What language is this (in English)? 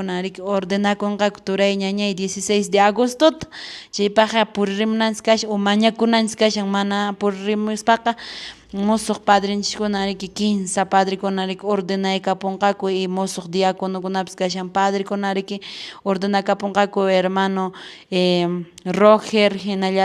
Quechua